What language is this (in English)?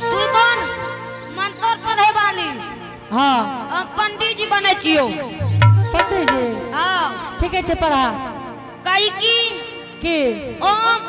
Angika